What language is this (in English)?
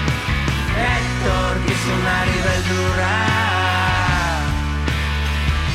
Basque